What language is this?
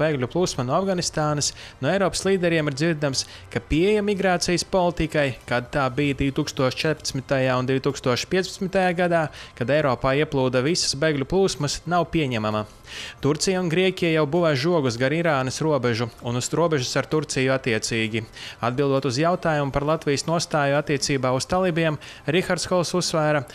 Latvian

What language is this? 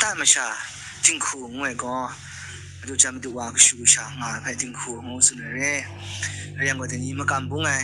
Kachin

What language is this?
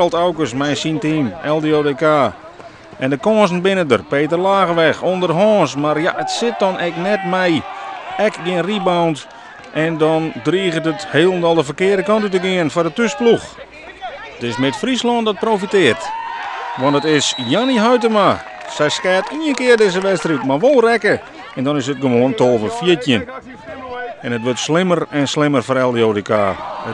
Western Frisian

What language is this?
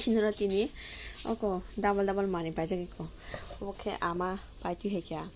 Kok Borok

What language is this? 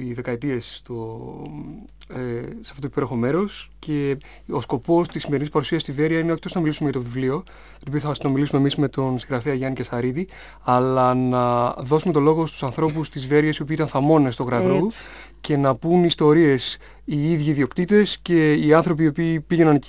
Greek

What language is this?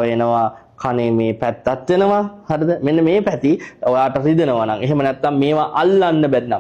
Sinhala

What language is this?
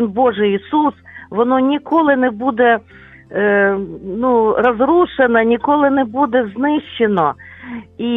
Ukrainian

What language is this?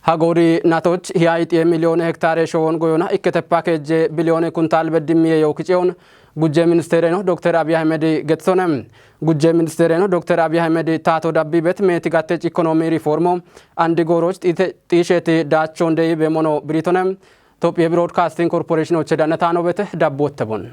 Kafa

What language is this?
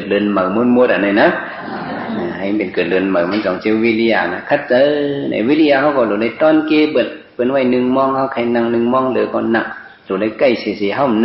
Shan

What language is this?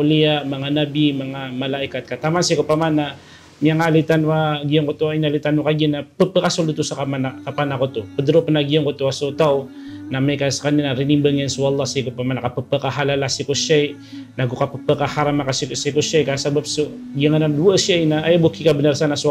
Maranao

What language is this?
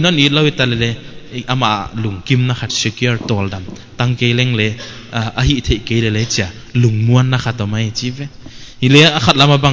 Paite Chin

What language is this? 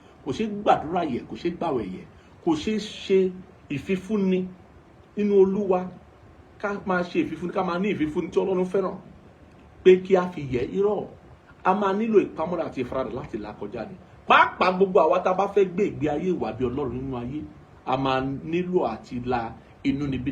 Yoruba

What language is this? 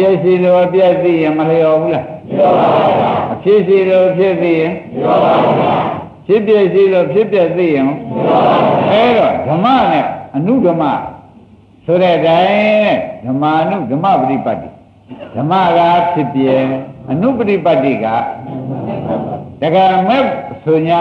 Burmese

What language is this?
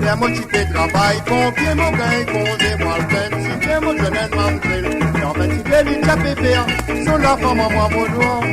Morisyen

